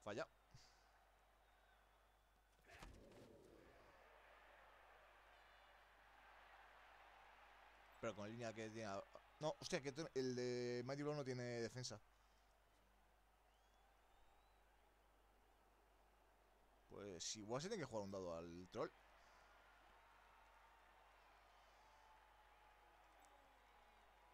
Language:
Spanish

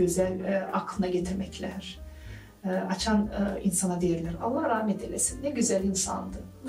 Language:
Gagauz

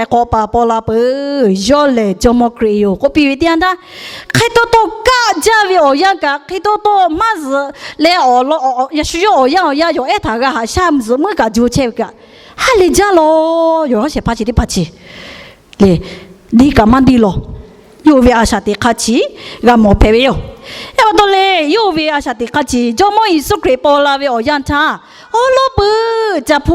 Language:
Lahu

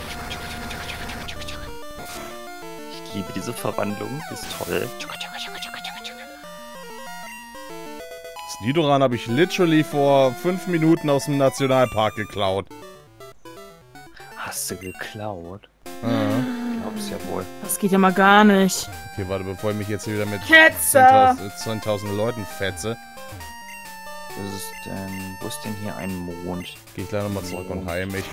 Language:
German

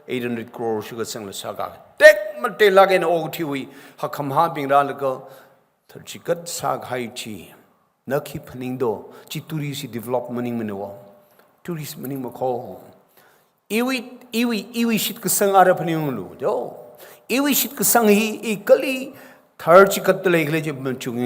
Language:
Tangkhul Naga (India)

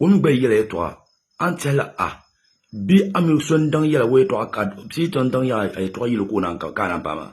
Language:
Dagbani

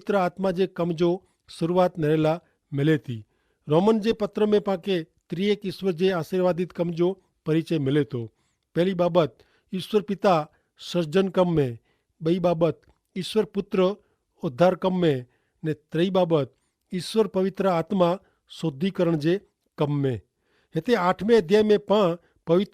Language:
Kachhi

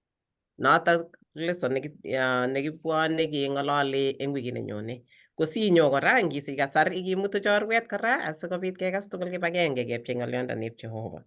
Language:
Kalenjin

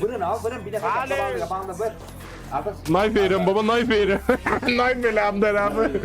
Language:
South Azerbaijani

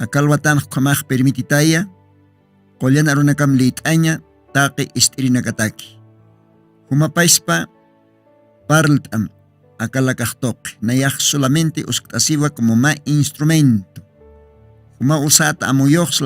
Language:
Aymara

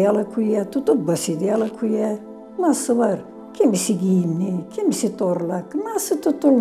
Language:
Gagauz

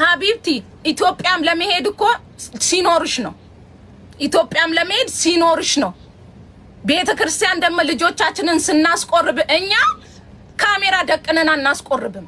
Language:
Amharic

